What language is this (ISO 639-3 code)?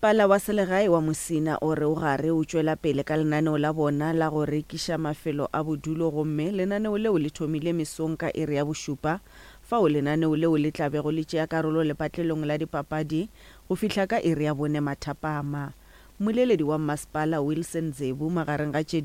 nso